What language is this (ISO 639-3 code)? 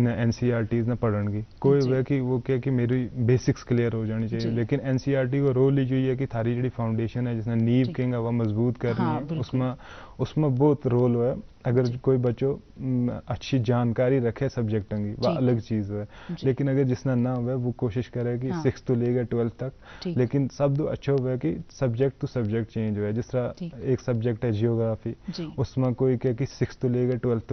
gju